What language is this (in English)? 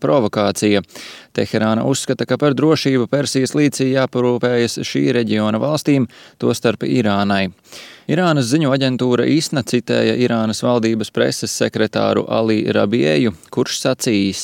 Latvian